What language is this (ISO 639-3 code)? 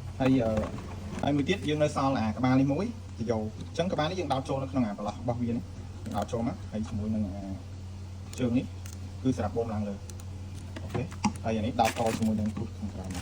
khm